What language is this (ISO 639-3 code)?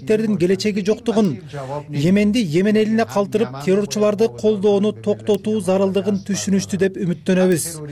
kir